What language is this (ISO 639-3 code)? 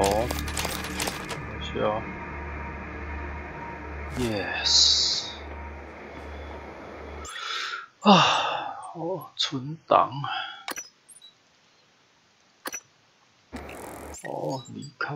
zho